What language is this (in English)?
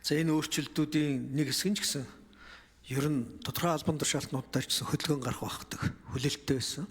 Mongolian